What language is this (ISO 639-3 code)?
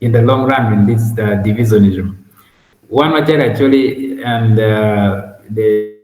ach